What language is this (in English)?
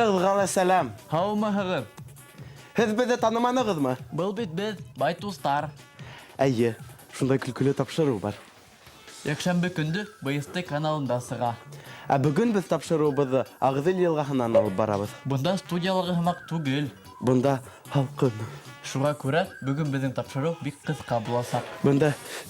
Bashkir